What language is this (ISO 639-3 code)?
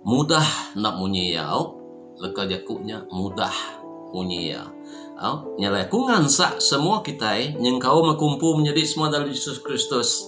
iba